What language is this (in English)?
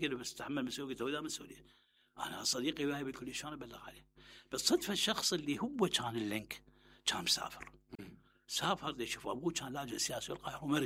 Mesopotamian Arabic